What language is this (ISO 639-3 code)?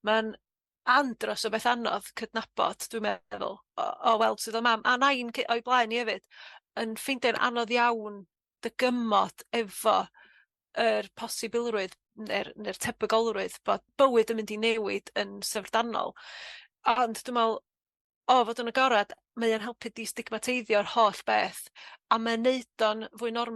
cym